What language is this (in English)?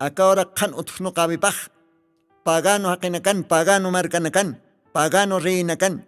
Aymara